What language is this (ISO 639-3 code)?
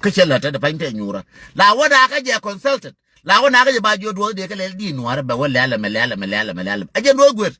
nus